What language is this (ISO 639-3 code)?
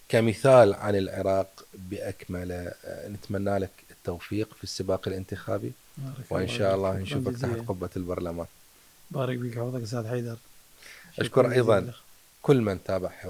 acm